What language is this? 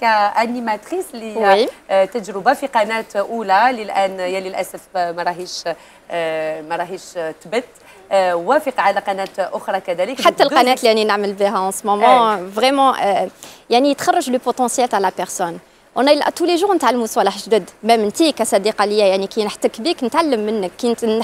Algerian Arabic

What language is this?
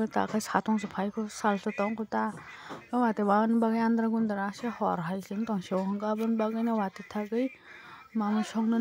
Kok Borok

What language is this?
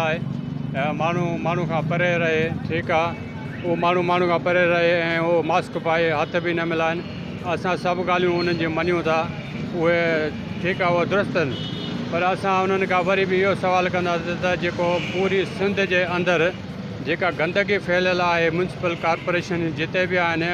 Sindhi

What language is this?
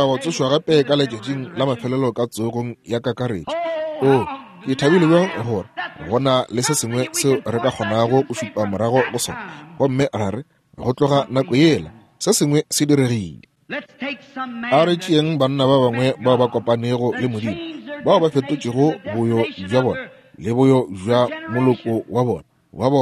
Northern Sotho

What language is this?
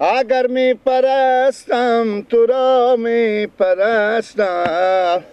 Persian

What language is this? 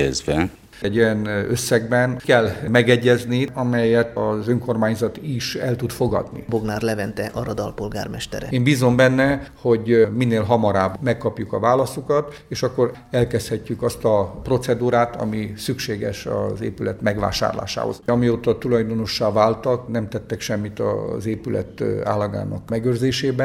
Hungarian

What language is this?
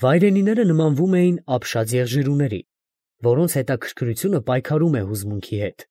Armenian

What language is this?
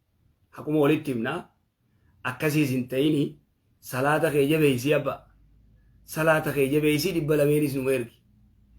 Oromo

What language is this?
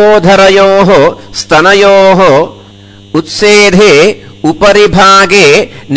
Sanskrit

